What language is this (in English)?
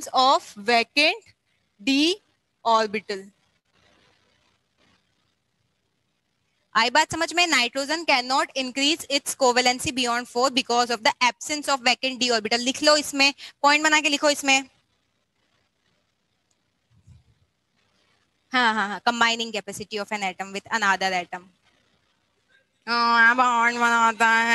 Hindi